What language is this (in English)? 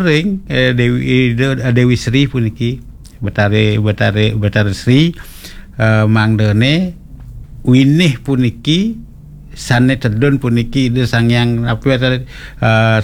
Balinese